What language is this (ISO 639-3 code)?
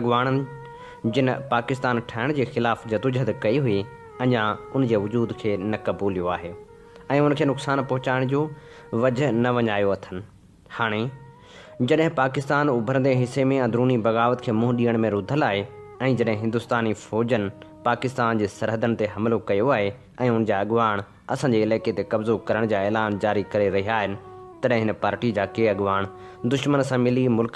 snd